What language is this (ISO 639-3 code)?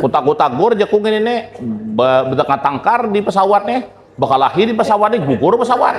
bjn